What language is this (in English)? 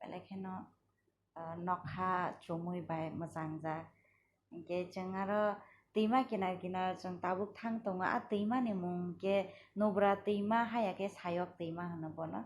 Kok Borok